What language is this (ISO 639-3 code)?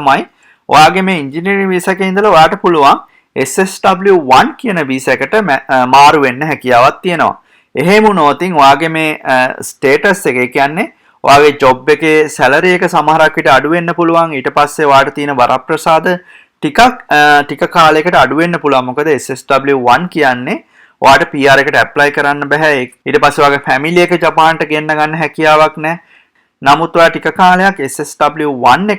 sin